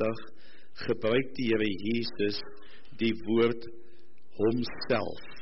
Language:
Afrikaans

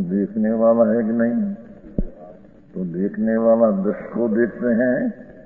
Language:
Hindi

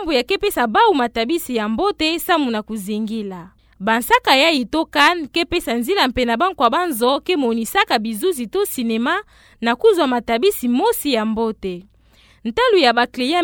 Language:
Kituba (Democratic Republic of Congo)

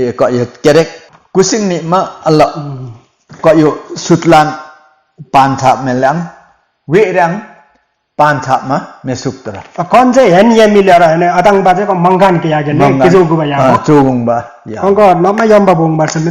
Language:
Limbu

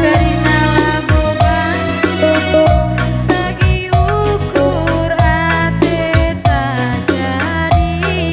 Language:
Batak Karo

